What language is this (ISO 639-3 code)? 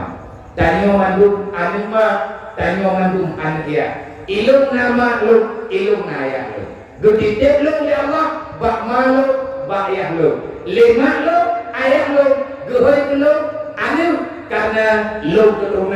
ace